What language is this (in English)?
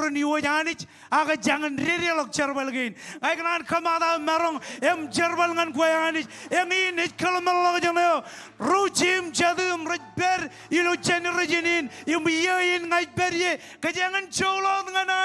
Marshallese